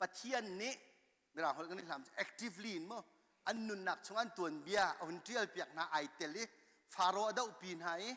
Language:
Hakha Chin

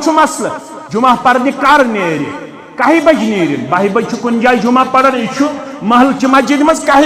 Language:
Kashmiri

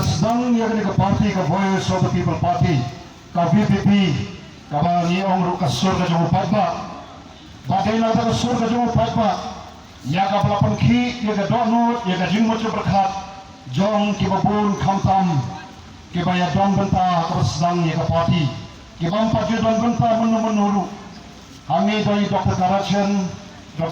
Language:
Khasi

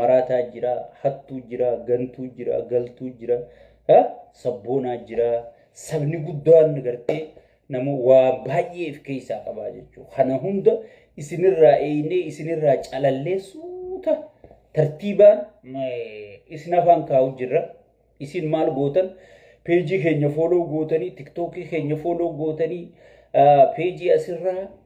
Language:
Oromo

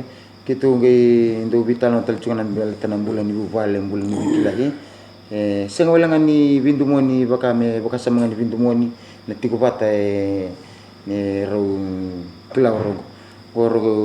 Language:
Fijian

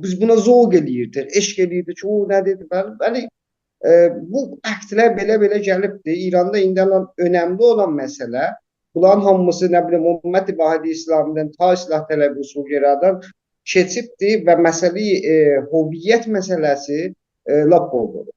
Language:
South Azerbaijani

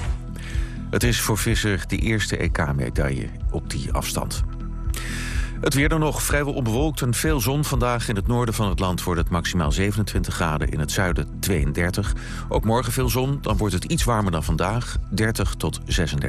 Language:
Dutch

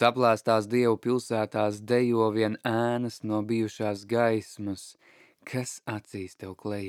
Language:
Latvian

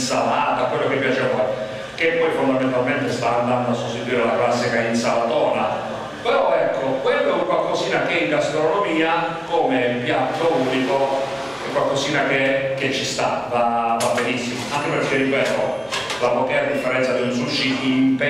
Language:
Italian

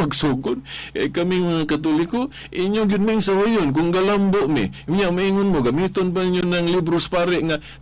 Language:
Cebuano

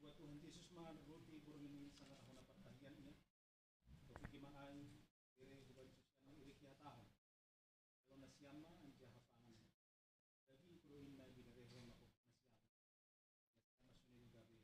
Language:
Batak Simalungun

